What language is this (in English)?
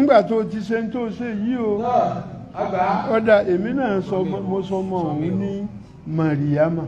Yoruba